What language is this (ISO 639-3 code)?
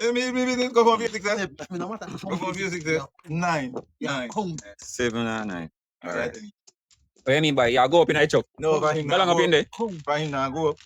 jam